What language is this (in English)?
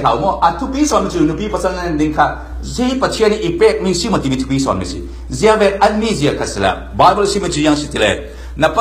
Falam Chin